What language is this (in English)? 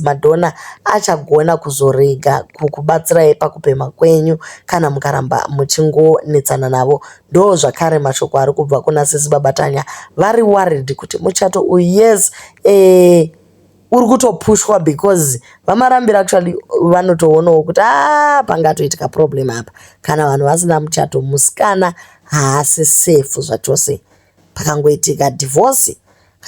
Shona